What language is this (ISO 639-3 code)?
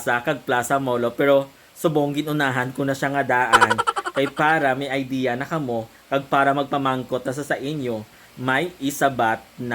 hil